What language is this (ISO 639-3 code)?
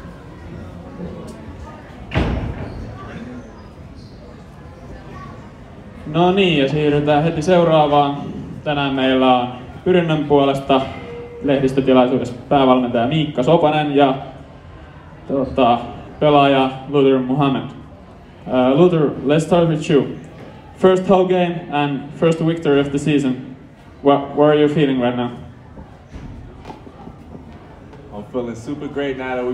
fin